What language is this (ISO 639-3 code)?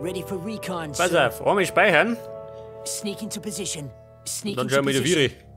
bar